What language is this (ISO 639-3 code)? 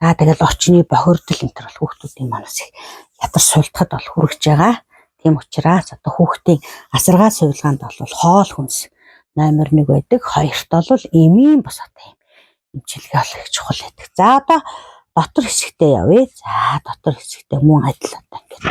mon